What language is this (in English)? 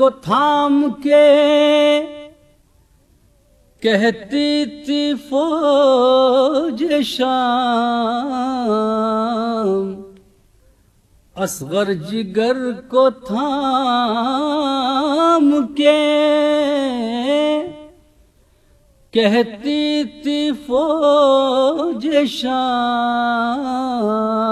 Urdu